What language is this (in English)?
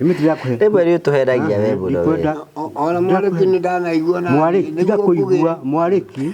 Kikuyu